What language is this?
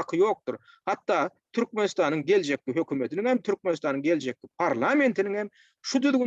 Turkmen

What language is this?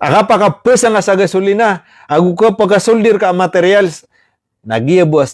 Maranao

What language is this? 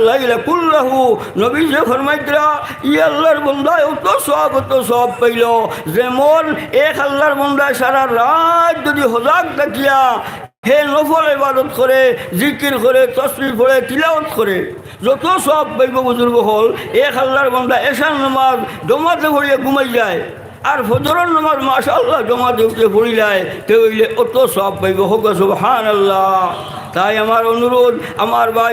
Sylheti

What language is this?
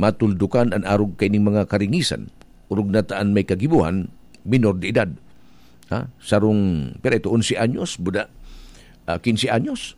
Bikol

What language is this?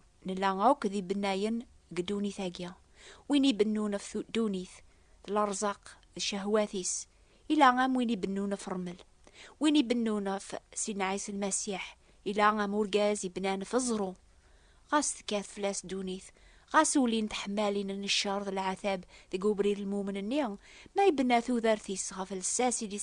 Kabyle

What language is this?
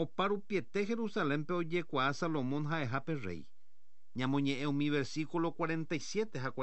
Guarani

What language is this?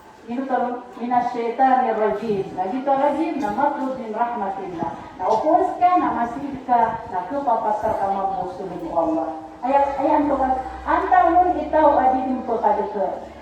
Maranao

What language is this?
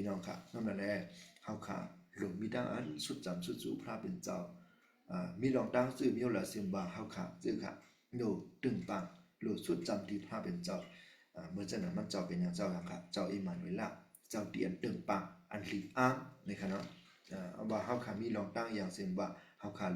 Shan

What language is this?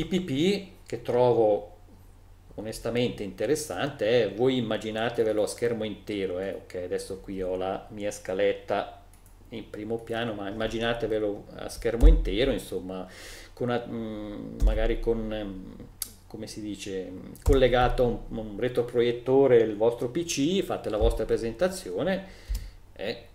Italian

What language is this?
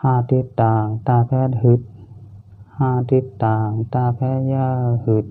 Shan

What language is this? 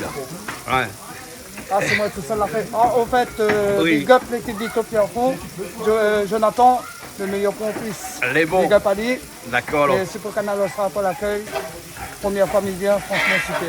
Réunion Creole French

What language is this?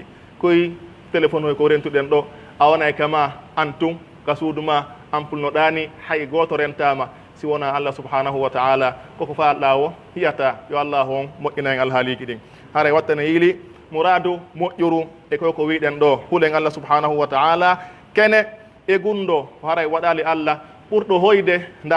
Pular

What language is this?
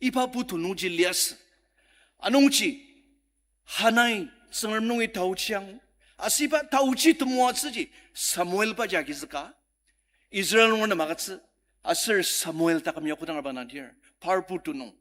Ao Naga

